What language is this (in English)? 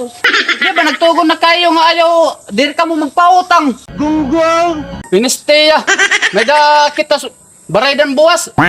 Waray